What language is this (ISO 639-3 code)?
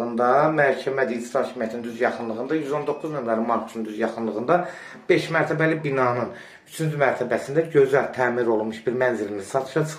aze